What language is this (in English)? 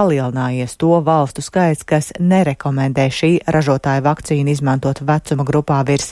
Latvian